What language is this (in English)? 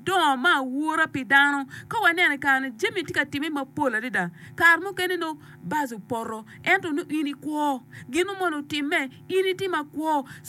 Acoli